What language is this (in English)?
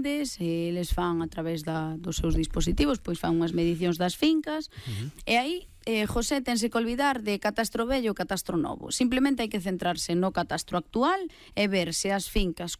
Galician